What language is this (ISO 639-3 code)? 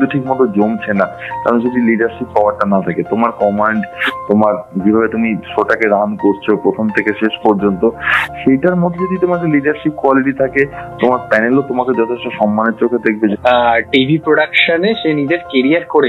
ben